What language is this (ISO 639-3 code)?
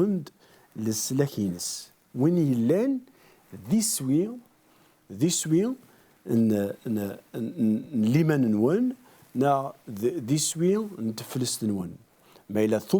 kab